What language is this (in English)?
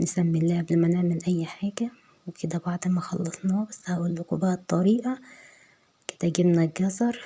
Egyptian Arabic